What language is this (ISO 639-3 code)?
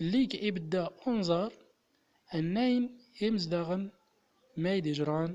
tzm